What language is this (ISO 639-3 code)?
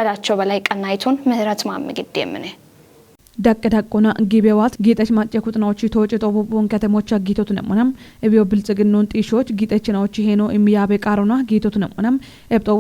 kbr